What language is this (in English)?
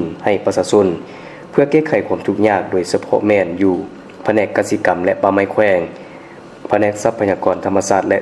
Lao